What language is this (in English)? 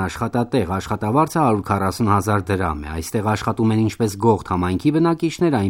Armenian